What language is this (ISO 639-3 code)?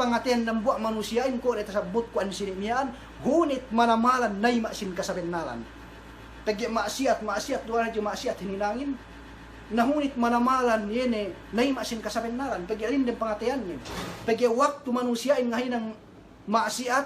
yka